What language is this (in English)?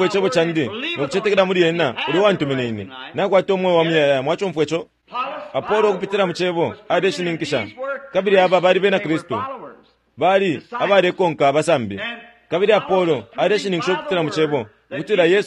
Bemba